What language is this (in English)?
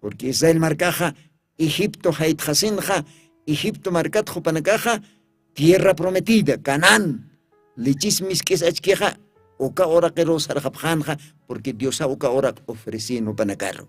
Aymara